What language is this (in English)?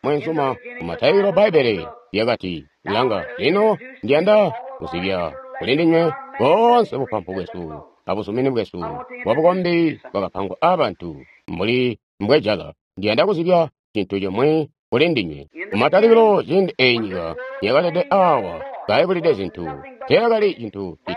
Tonga (Zambia)